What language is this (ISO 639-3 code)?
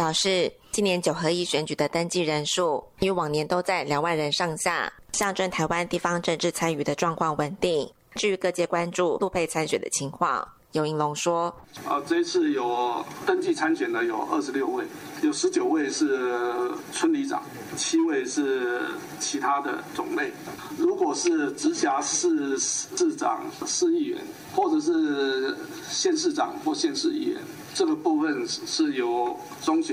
zho